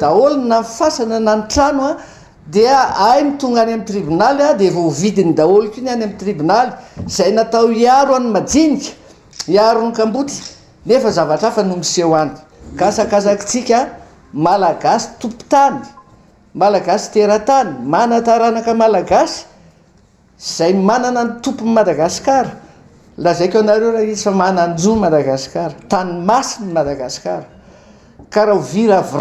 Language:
Malagasy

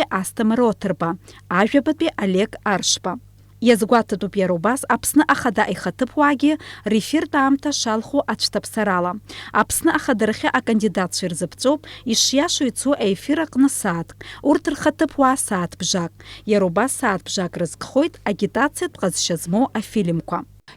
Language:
Abkhazian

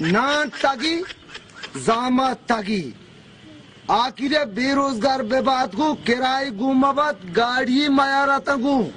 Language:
Baluchi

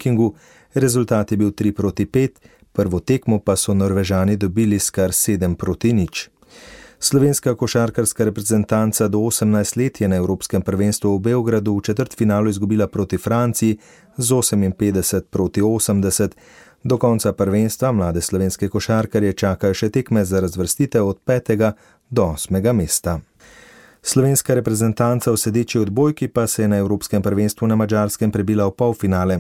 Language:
Slovenian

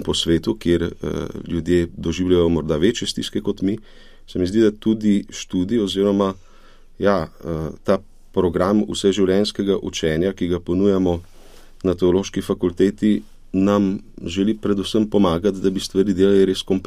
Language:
Slovenian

